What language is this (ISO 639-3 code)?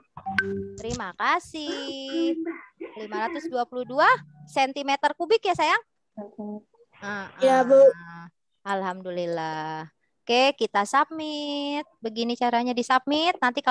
ind